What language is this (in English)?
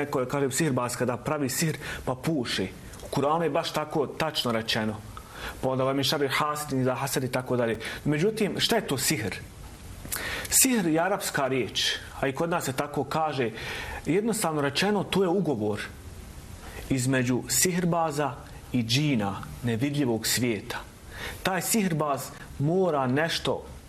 Bosnian